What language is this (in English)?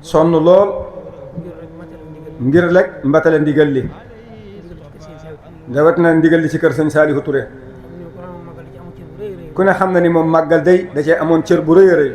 Wolof